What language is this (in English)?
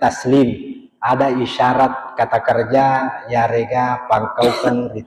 Buginese